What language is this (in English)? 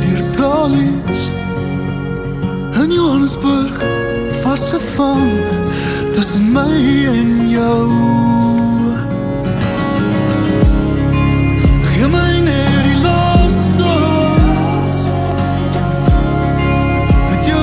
Afrikaans